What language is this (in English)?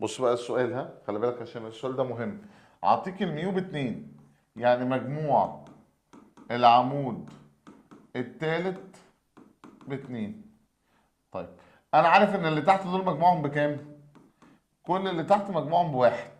Egyptian Arabic